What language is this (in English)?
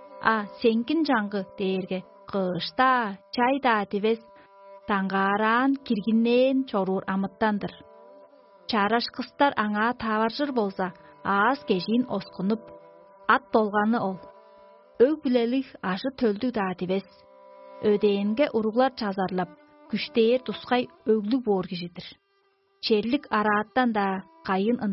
Tuvinian